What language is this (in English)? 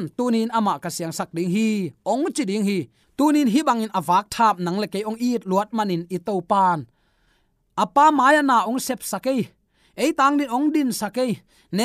Tedim Chin